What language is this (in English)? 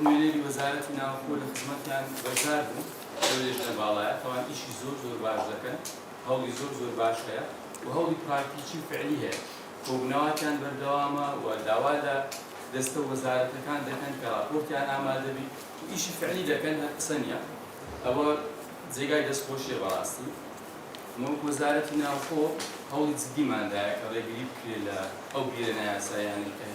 Central Kurdish